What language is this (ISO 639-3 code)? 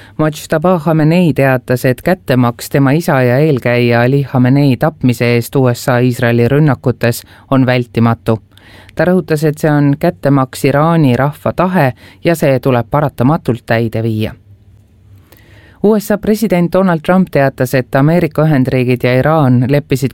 est